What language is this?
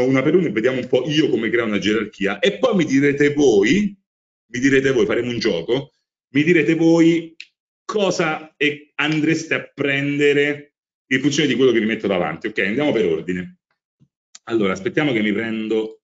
Italian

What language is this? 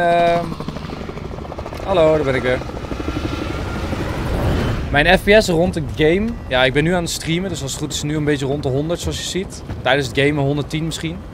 Dutch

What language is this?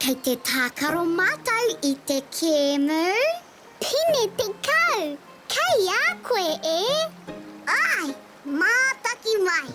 Māori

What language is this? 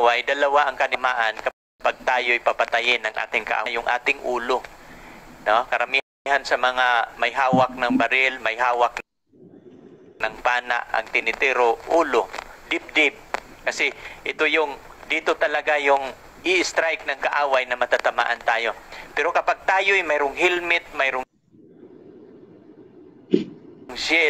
Filipino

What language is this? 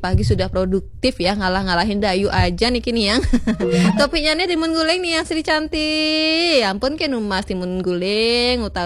Balinese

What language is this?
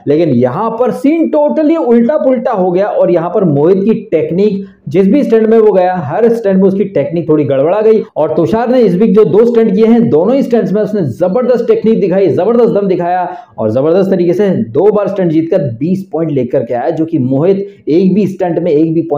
Hindi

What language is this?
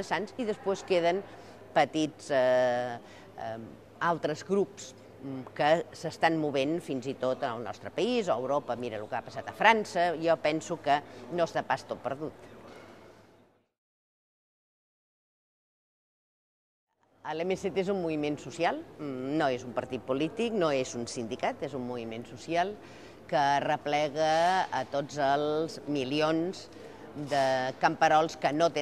Catalan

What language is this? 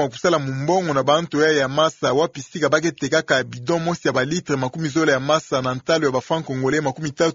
Kituba (Democratic Republic of Congo)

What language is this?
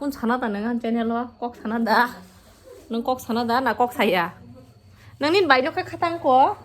Kok Borok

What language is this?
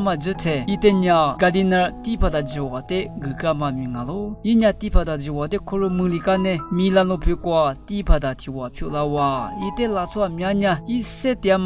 Lisu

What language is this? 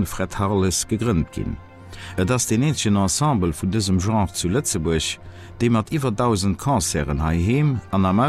Luxembourgish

